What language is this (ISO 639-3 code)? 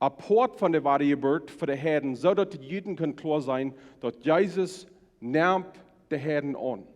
pdt